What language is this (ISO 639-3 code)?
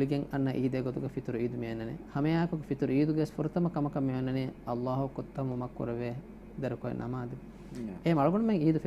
div